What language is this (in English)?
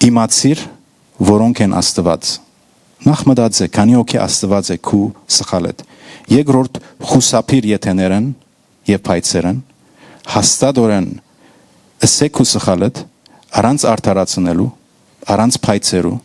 Western Armenian